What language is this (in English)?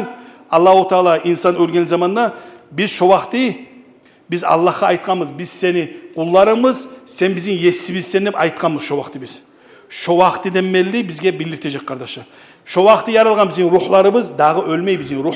Kumyk